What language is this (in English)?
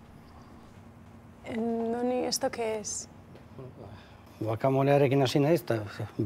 Basque